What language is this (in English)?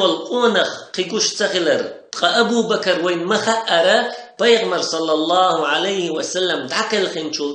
Chechen